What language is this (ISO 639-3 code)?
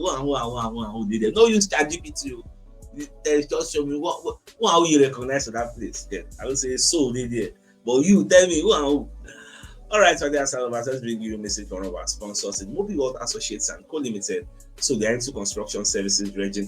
pcm